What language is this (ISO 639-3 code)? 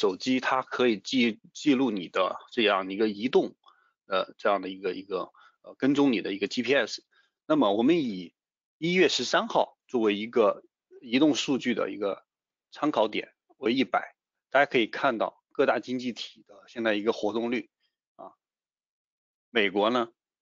zho